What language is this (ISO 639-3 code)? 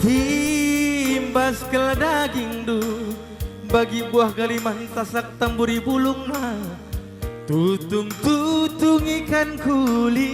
btx